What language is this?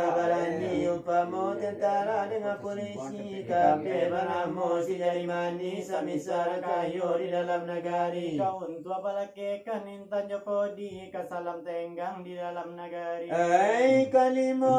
Minangkabau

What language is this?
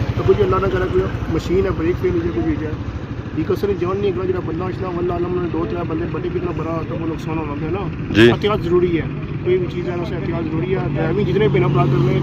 Pahari-Potwari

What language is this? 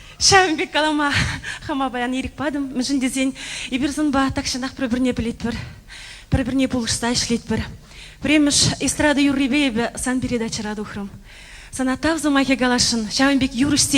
Chuvash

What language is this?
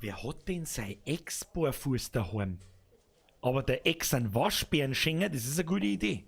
Bavarian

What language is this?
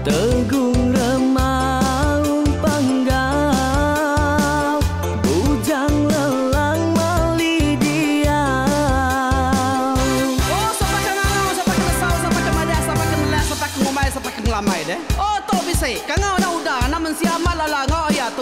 Iban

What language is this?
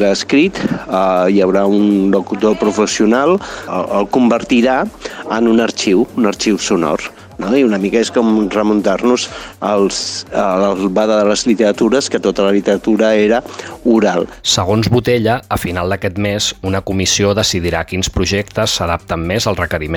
Catalan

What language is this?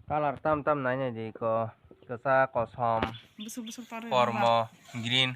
Kok Borok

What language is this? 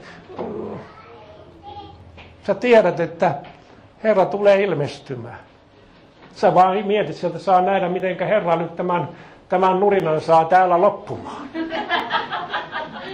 Finnish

